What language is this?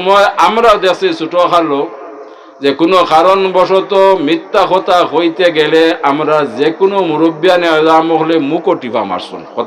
Sylheti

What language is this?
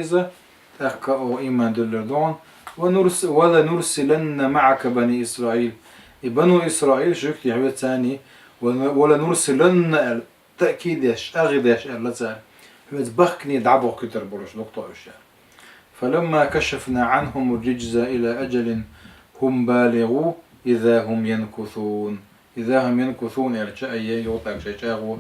Chechen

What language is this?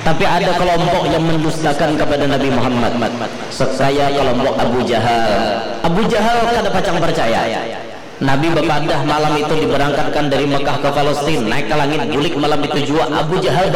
Banjar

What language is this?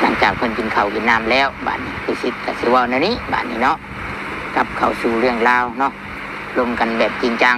Northeastern Thai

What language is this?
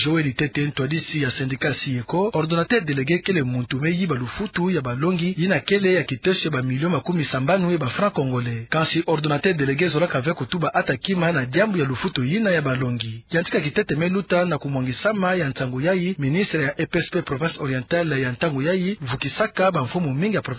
Kituba (Democratic Republic of Congo)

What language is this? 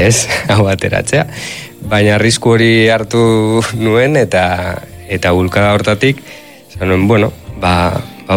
Basque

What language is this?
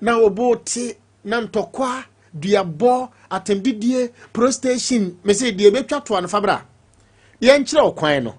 Akan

